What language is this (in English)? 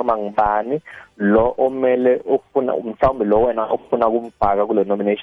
South Ndebele